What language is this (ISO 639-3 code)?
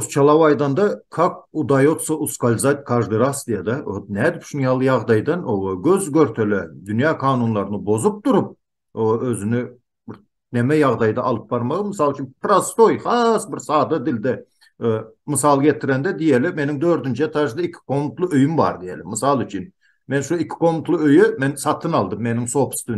tuk